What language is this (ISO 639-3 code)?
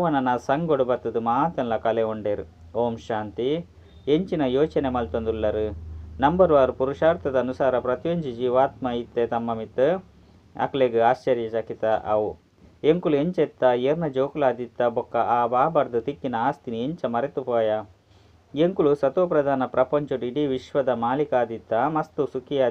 tcy